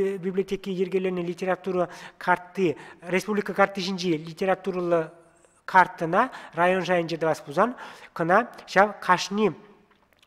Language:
Chuvash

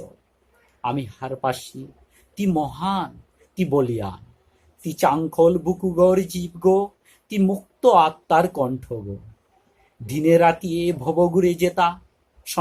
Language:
Bishnupriya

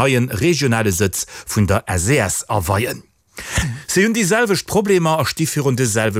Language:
Luxembourgish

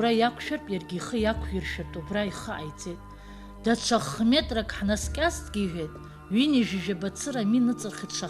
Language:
Abkhazian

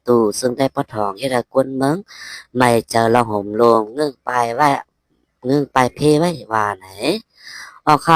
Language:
Shan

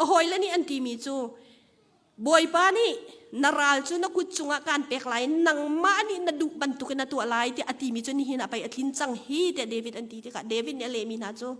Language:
Hakha Chin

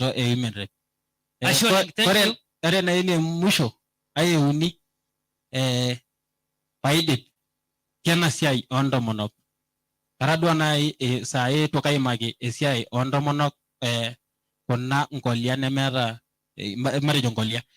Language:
Masai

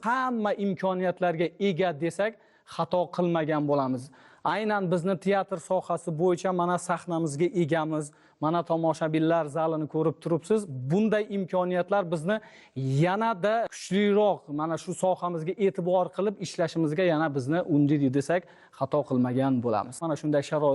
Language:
Uzbek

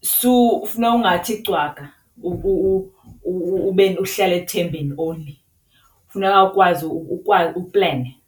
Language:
Xhosa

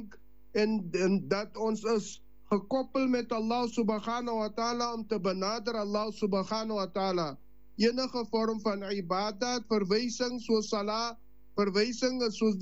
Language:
Afrikaans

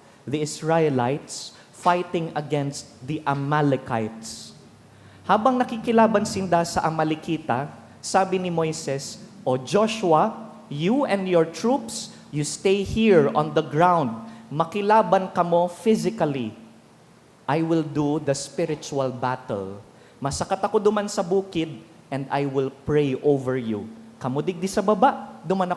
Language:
Bikol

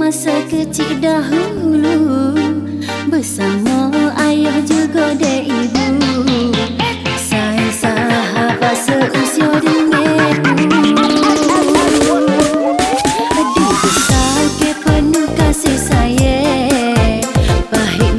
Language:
Malay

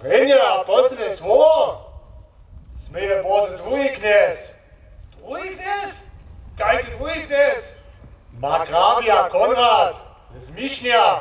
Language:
Upper Sorbian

